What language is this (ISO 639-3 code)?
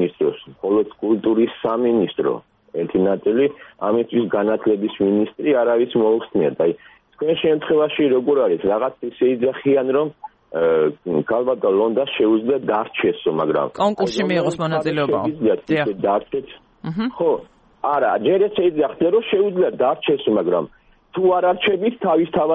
kat